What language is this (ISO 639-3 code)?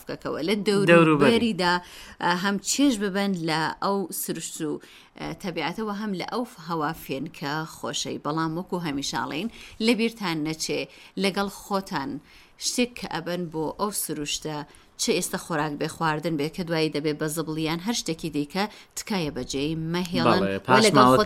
ckb